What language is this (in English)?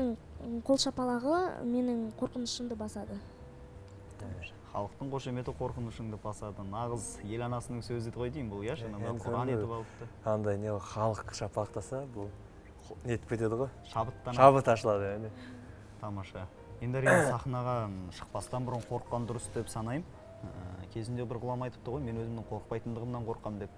Kazakh